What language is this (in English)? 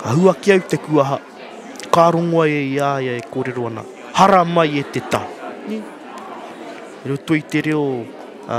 Māori